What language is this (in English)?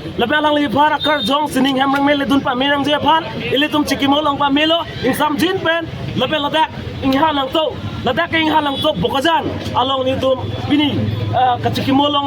Karbi